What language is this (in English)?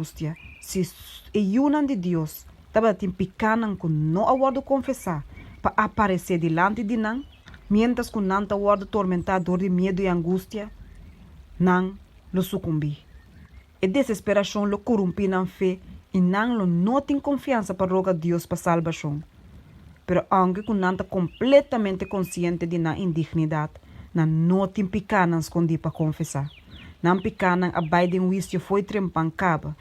Papiamento